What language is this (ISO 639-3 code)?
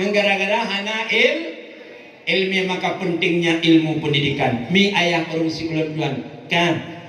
ace